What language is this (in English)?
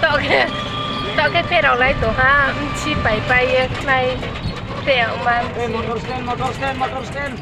Riang (India)